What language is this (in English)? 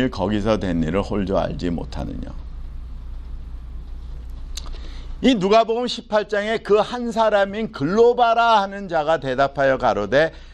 Korean